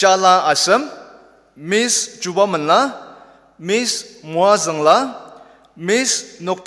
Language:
Ao Naga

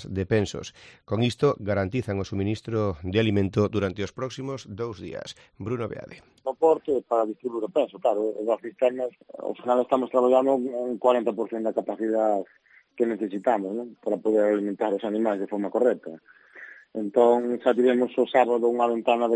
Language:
Galician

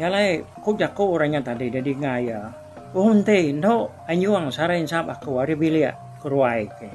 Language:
Iban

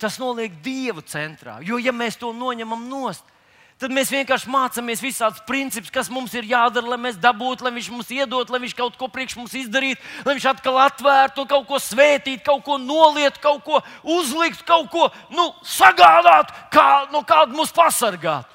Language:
Latvian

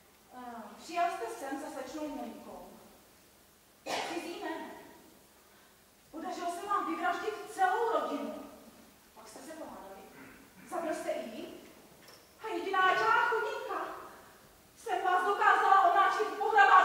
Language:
Czech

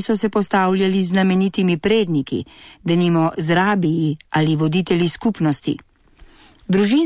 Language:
Slovenian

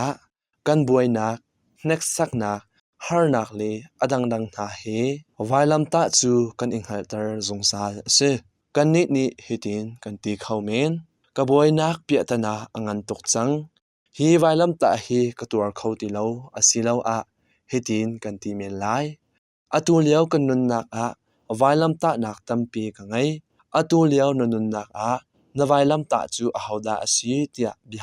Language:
Hakha Chin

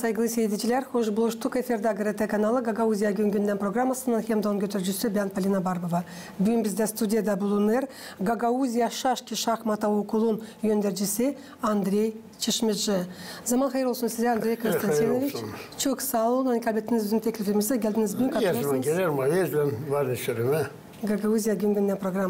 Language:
Gagauz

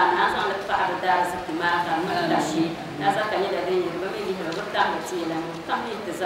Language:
Dagbani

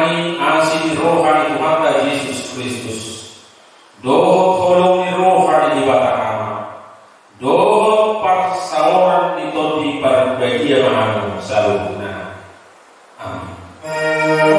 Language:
Batak Toba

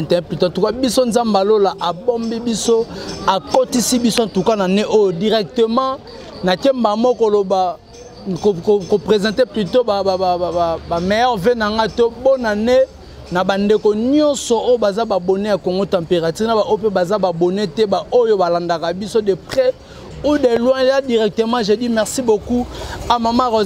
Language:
Lingala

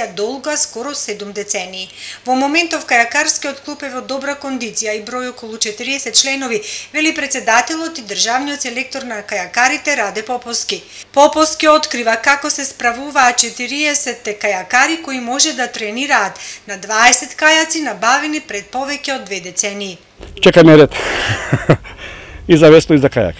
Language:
Macedonian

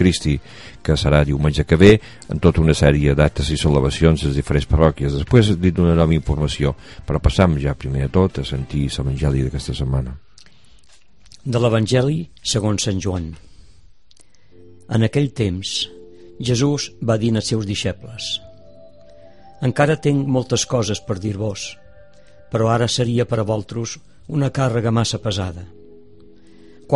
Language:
Catalan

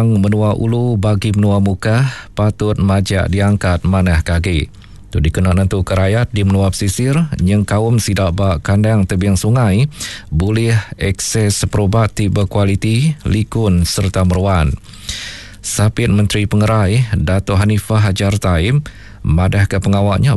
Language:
Iban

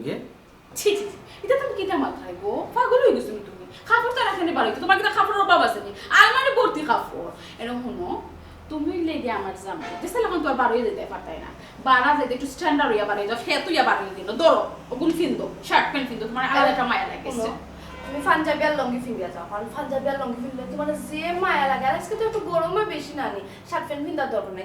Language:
Sylheti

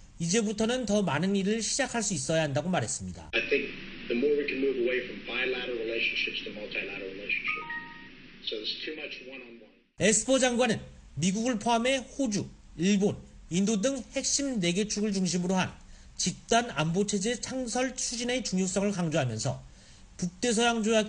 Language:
Korean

